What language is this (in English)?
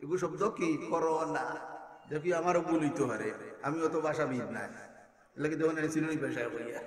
Sylheti